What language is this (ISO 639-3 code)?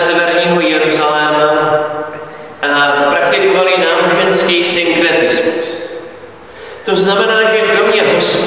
ces